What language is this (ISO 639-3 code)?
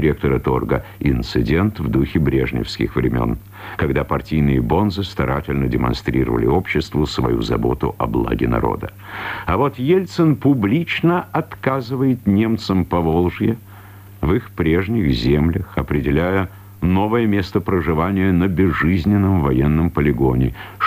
rus